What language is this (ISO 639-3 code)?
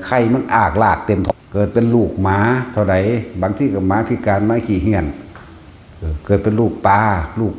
tts